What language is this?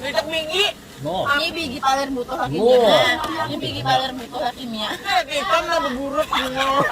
Banjar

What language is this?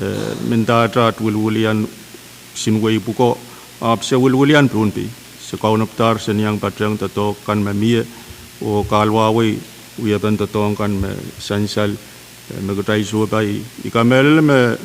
Pohnpeian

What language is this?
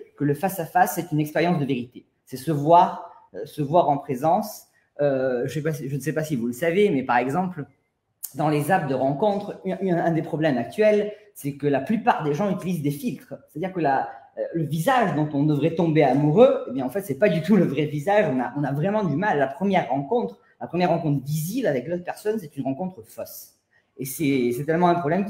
French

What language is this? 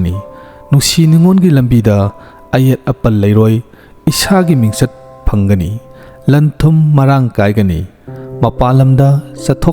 Manipuri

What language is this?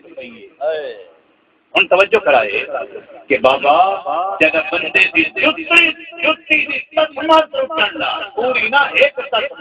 Saraiki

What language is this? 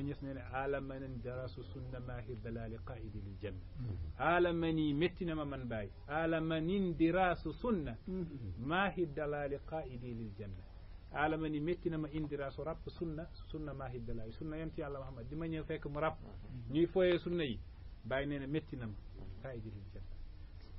Wolof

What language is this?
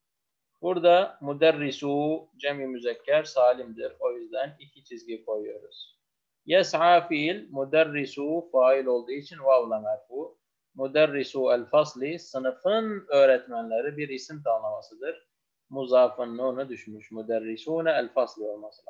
Turkish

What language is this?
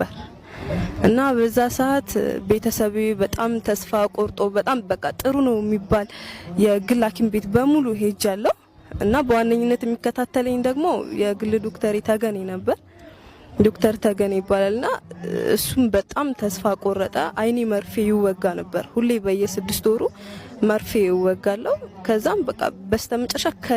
Amharic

